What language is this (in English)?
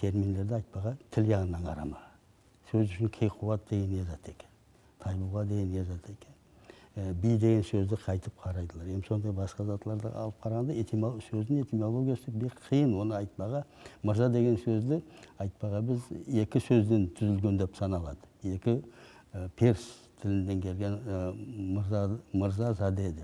Nogai